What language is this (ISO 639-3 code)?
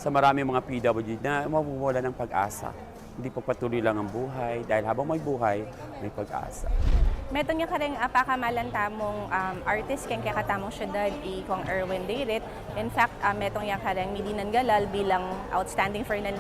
pam